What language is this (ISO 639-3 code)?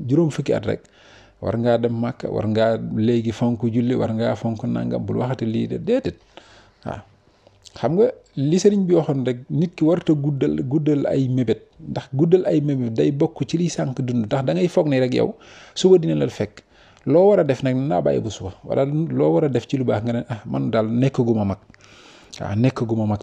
wol